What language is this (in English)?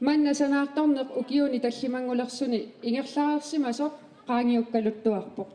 Kalaallisut